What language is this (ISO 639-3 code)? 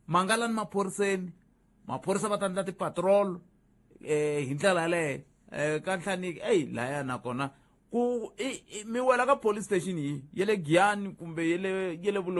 tso